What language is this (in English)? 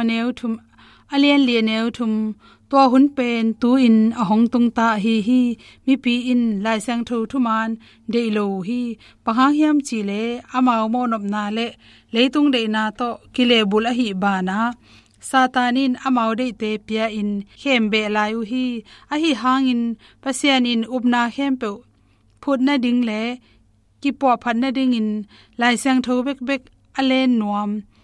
Tedim Chin